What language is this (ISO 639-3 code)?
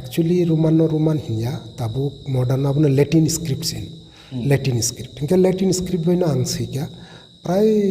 trp